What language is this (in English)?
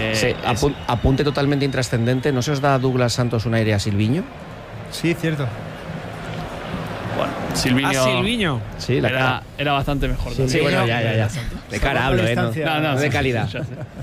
Spanish